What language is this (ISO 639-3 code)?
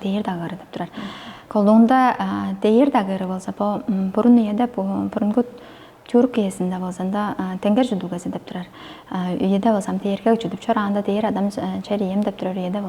tyv